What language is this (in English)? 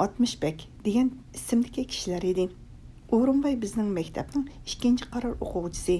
Uyghur